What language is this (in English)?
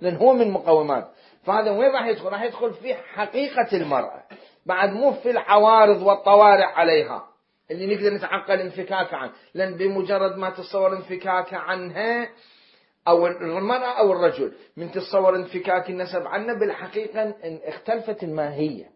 Mesopotamian Arabic